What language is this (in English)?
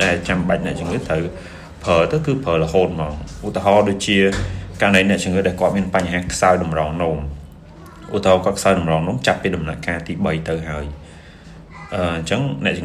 Khmer